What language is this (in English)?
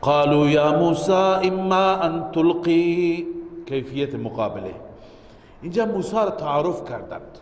Persian